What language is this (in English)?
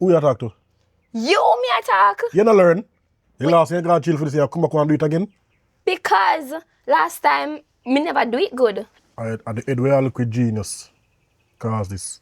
Jamaican Creole English